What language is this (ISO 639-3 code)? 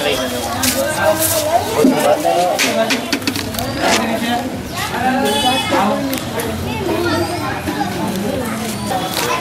guj